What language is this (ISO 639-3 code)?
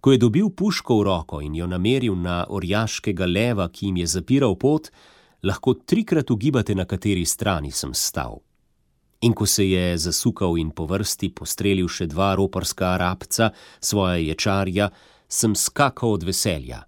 slv